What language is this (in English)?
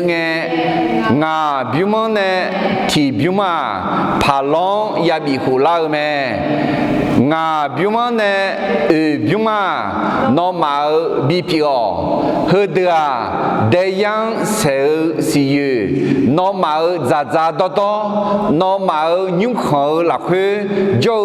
Akha